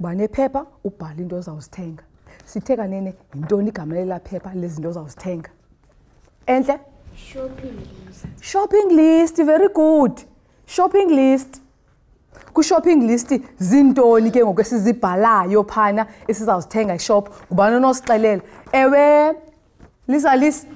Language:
Xhosa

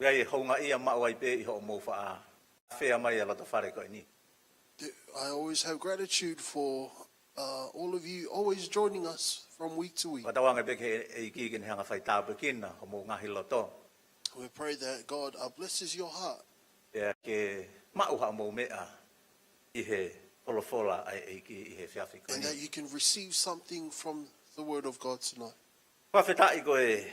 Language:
Tongan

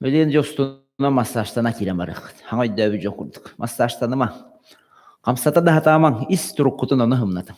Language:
Yakut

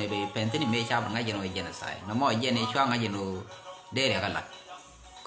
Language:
Nuer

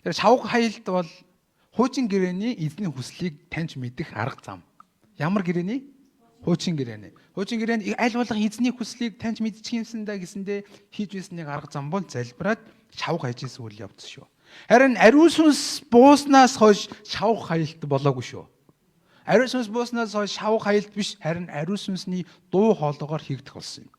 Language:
Mongolian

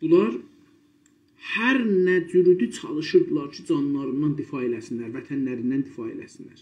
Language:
South Azerbaijani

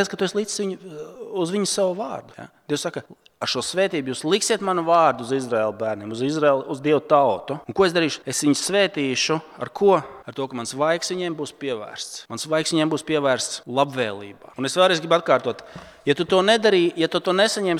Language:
Latvian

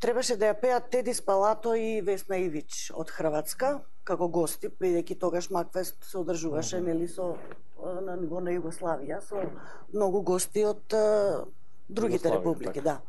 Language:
Macedonian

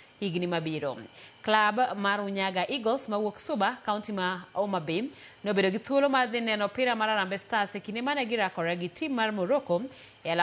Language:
Luo (Kenya and Tanzania)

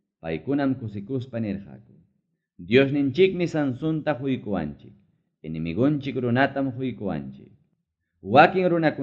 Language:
Ayacucho Quechua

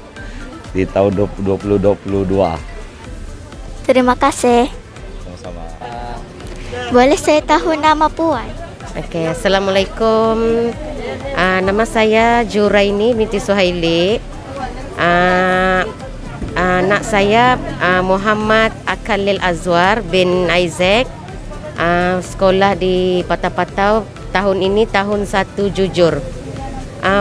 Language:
Malay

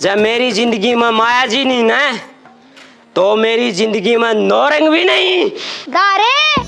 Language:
Haryanvi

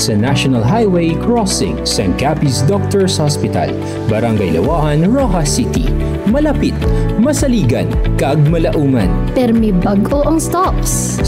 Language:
Hiligaynon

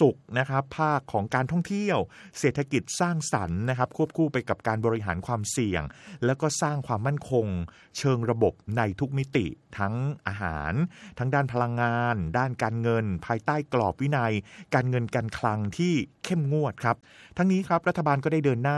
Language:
Thai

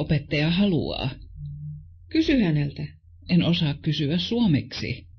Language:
Finnish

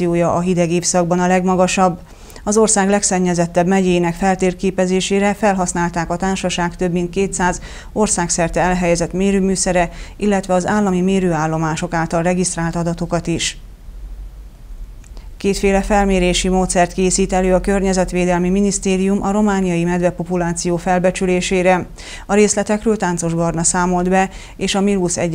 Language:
Hungarian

